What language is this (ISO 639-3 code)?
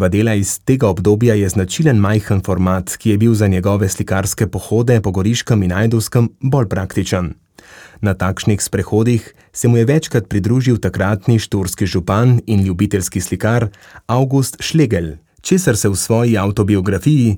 slv